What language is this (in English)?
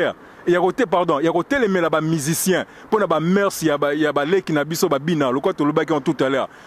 Lingala